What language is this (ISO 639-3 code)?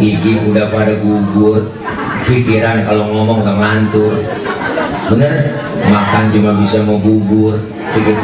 bew